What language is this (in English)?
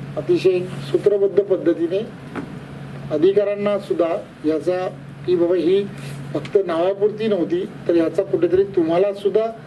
Marathi